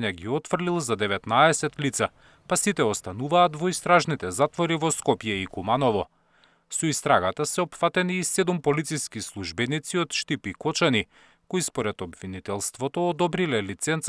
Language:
Macedonian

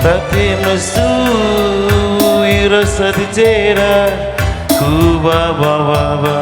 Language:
Batak Karo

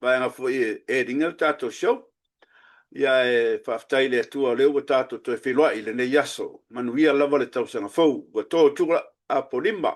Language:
Samoan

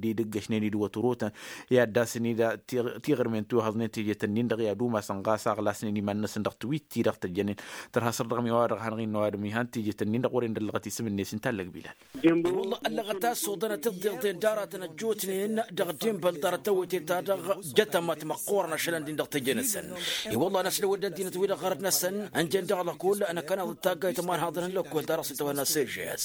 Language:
Tamasheq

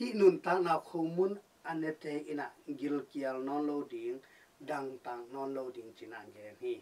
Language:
Tedim Chin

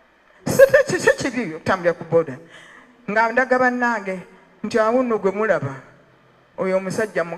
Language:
Ganda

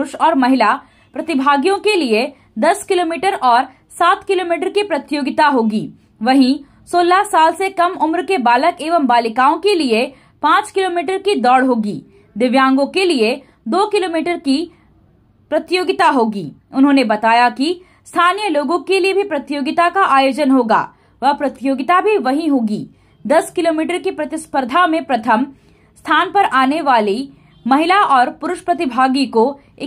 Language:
Hindi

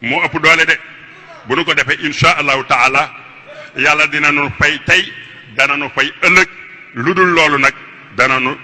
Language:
Wolof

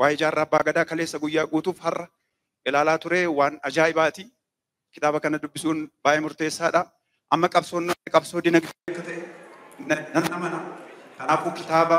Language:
Oromo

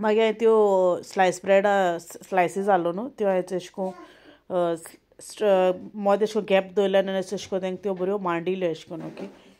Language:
Konkani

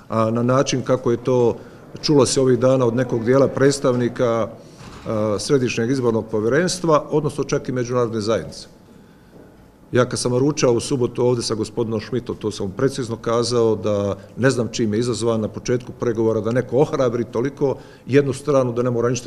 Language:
Croatian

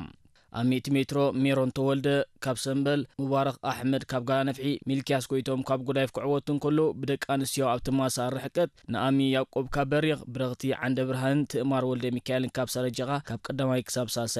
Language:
Tigrinya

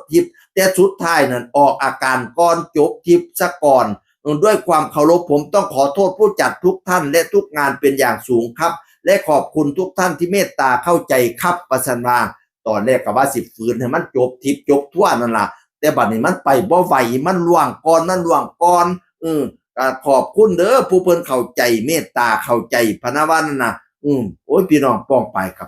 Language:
Northeastern Thai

